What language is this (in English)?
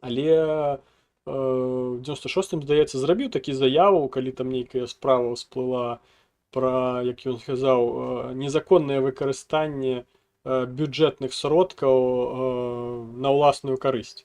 Belarusian